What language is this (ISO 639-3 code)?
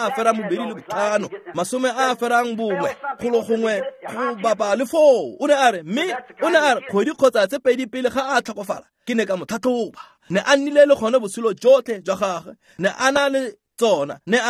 tsn